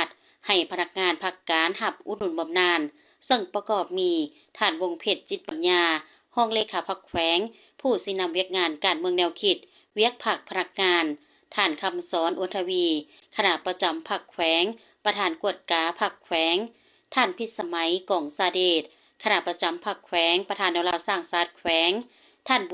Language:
Lao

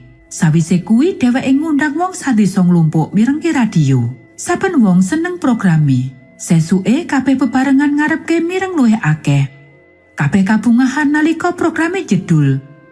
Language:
Javanese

